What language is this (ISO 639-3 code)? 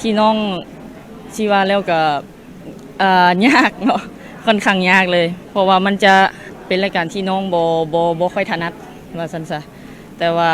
lao